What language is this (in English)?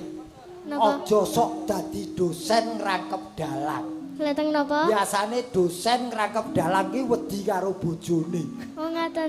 Javanese